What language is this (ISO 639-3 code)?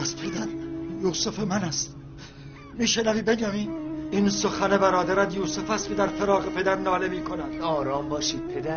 tgk